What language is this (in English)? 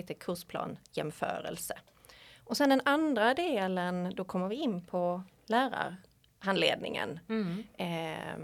Swedish